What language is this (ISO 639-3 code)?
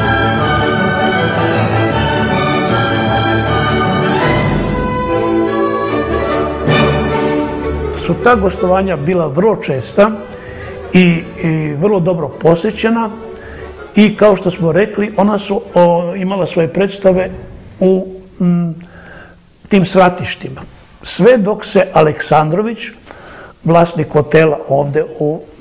srp